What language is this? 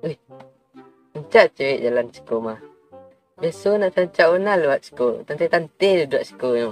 Minangkabau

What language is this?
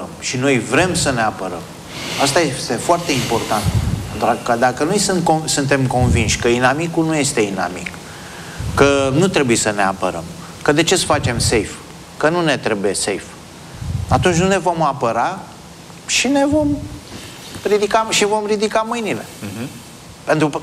Romanian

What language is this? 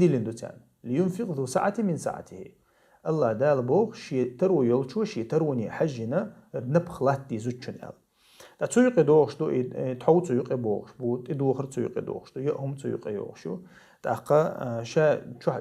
Chechen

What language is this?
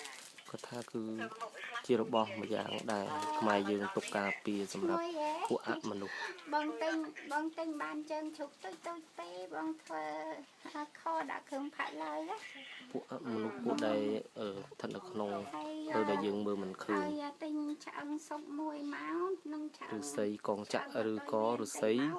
Khmer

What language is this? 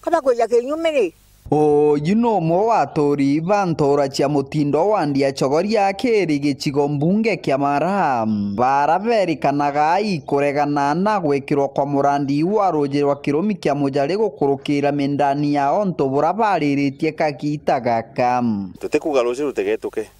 Meru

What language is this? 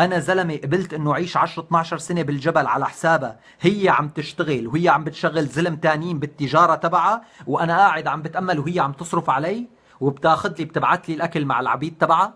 North Levantine Arabic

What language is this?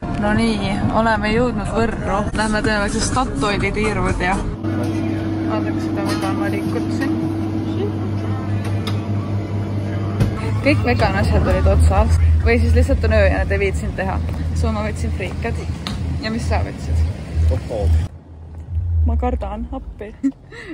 Estonian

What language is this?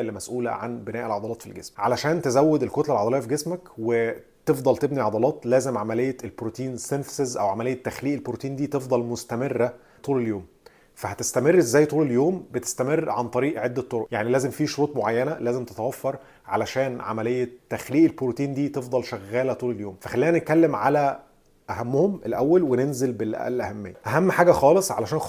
Egyptian Arabic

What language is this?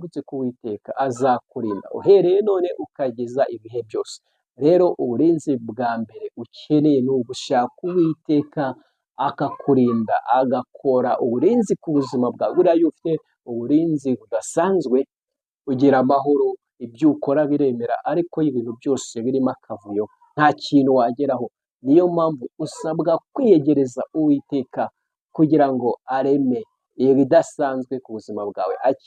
Kinyarwanda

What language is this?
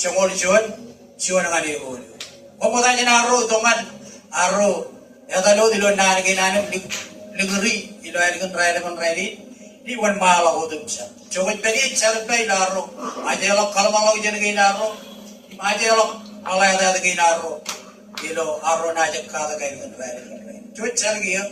Marshallese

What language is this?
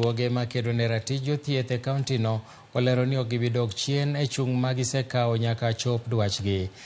Luo (Kenya and Tanzania)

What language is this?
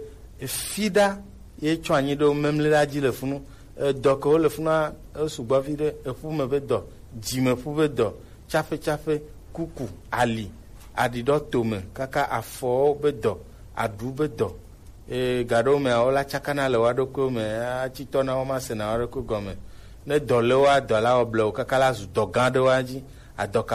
Gen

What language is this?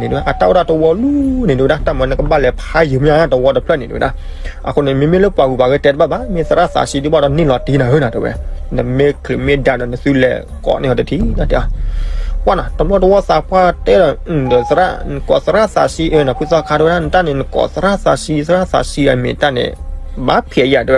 S'gaw Karen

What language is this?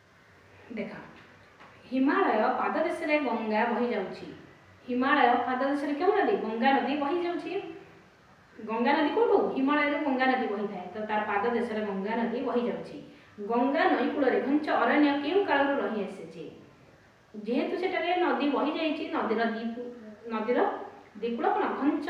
Odia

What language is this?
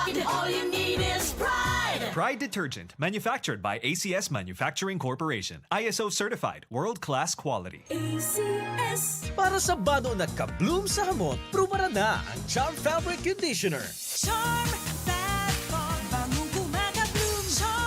Bikol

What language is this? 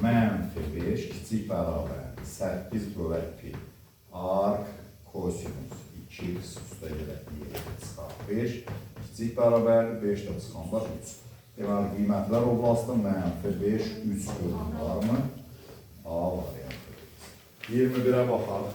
Azerbaijani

